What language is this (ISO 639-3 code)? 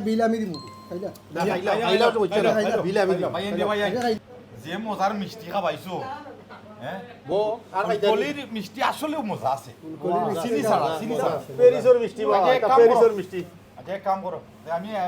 syl